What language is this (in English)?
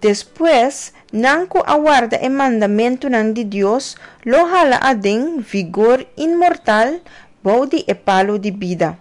Papiamento